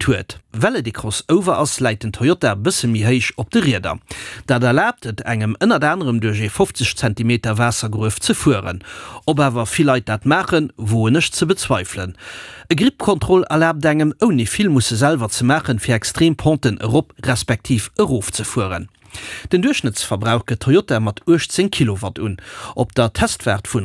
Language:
Luxembourgish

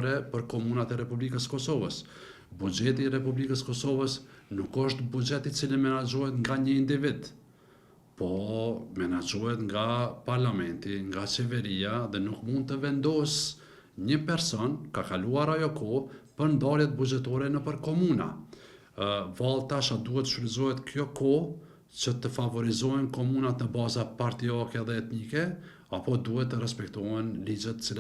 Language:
Albanian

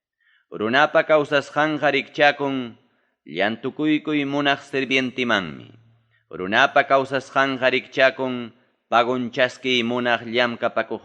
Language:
Ayacucho Quechua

